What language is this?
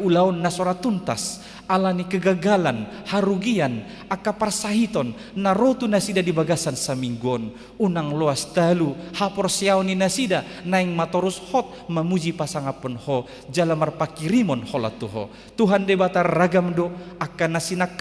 Batak Toba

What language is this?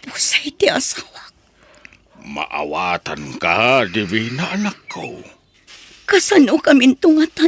Iloko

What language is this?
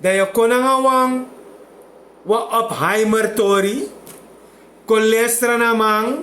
Sranan Tongo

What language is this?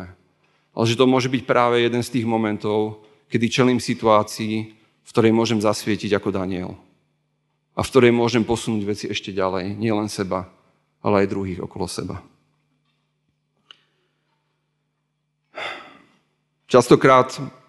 Slovak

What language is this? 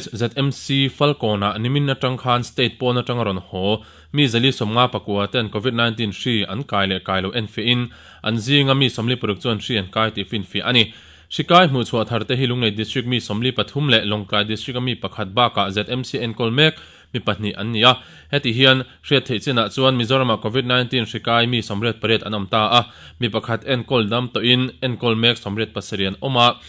Mizo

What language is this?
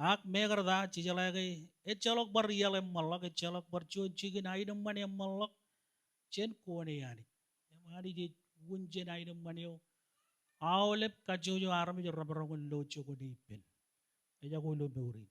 Marshallese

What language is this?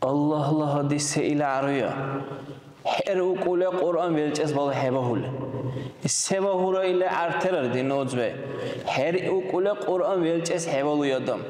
Dargwa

